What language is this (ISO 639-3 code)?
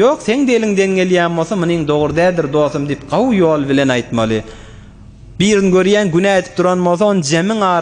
tuk